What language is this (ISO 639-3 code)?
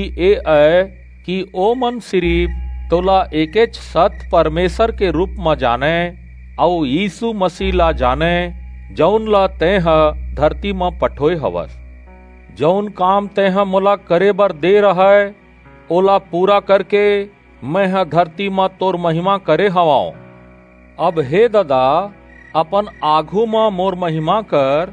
hne